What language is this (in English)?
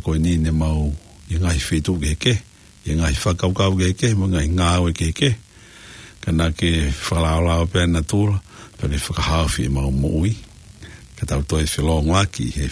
Tongan